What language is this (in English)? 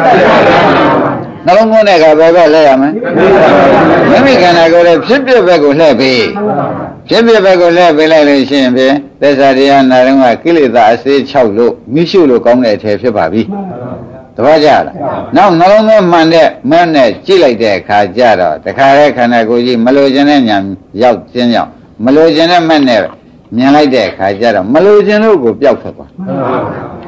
Burmese